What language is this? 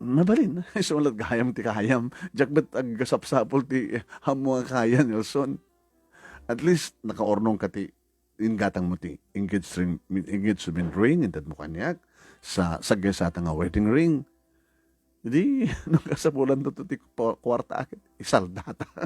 Iloko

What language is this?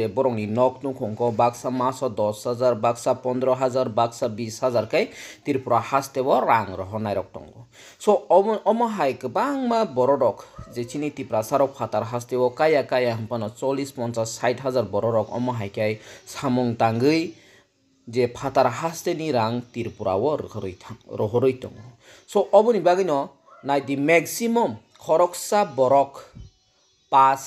Kok Borok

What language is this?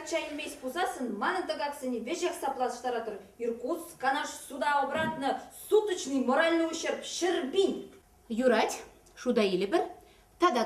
Chuvash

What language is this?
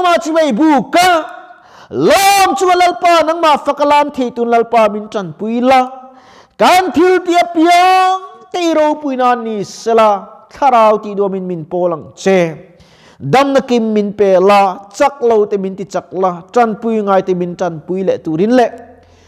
Mizo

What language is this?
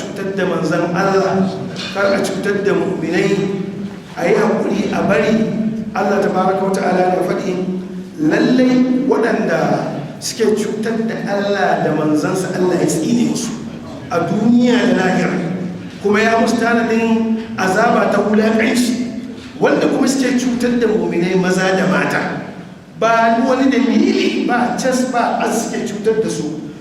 Hausa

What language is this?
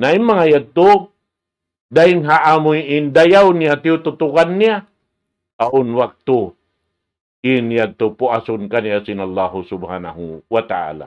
Tausug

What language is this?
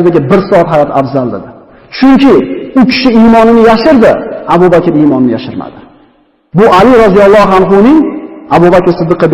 Uzbek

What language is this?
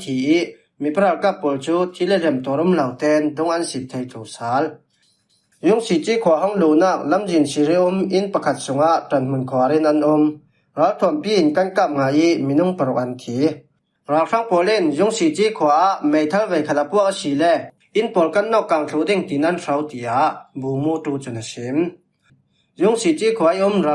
Falam Chin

